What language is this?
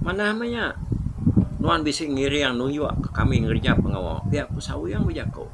Iban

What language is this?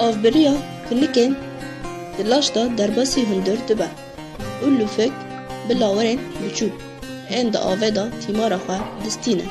Kurdish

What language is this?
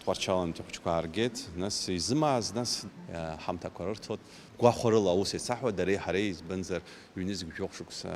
Abkhazian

